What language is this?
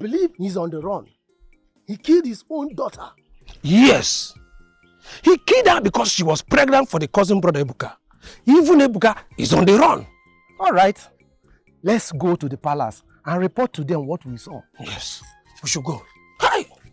Nigerian Pidgin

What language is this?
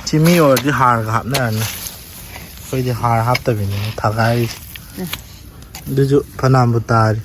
Manipuri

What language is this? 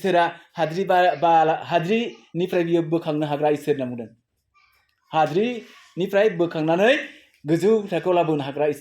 Bodo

